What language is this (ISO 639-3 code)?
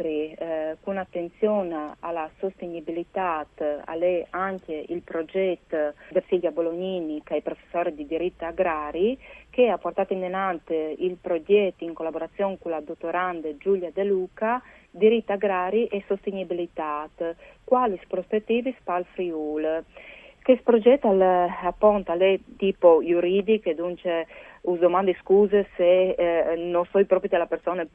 fur